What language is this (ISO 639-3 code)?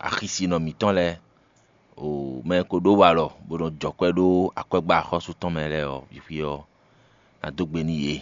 fon